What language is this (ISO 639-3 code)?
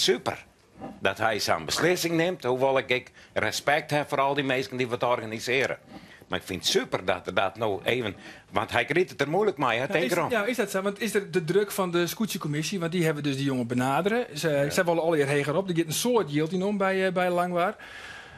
fry